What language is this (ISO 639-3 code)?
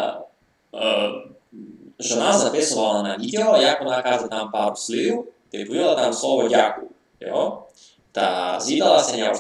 rue